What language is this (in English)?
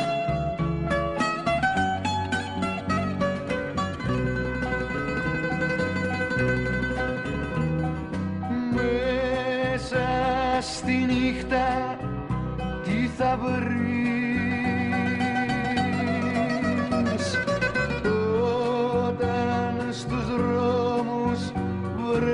Greek